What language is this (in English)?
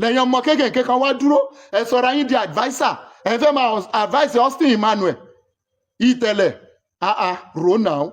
Yoruba